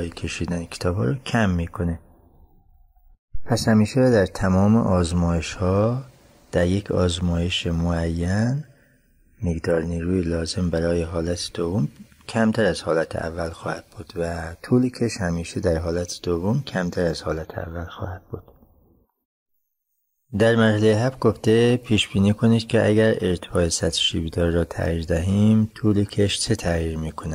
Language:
Persian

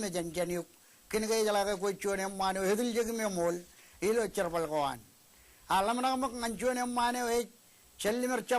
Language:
Marshallese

